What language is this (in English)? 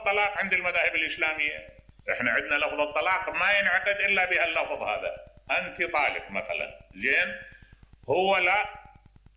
Mesopotamian Arabic